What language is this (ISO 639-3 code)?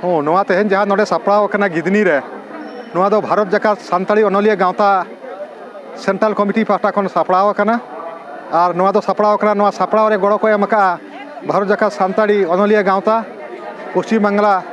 sat